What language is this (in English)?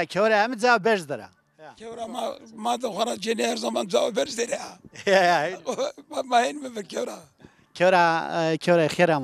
Zaza